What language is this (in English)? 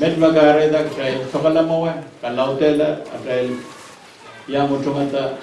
Pohnpeian